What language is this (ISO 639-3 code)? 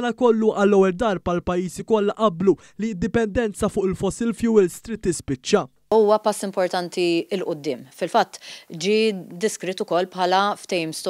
mlt